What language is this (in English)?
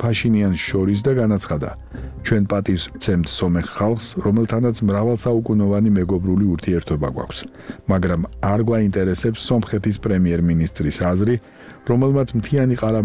Georgian